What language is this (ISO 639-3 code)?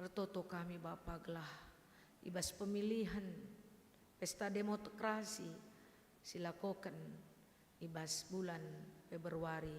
btx